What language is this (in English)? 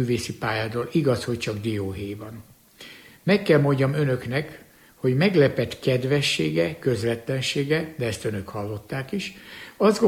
Hungarian